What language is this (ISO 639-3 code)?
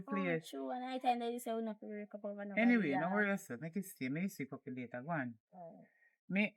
jam